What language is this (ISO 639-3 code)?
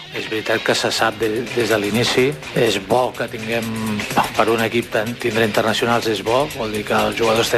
cat